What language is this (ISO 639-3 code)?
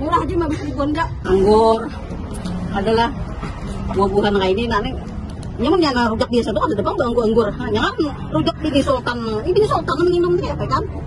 bjn